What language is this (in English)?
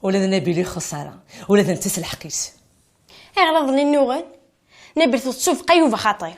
Kabyle